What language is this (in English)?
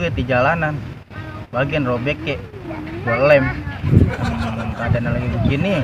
Betawi